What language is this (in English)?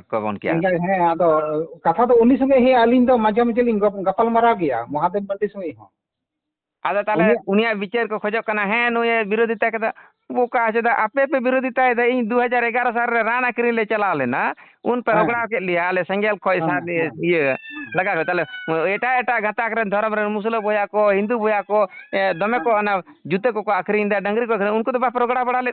Santali